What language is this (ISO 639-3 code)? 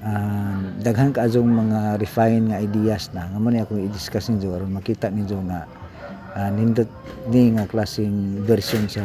ceb